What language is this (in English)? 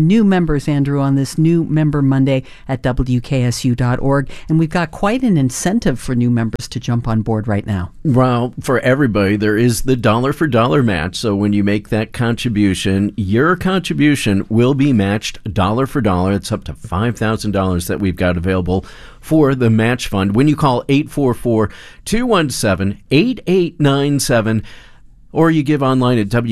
English